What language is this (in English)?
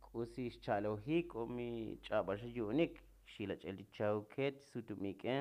Tzotzil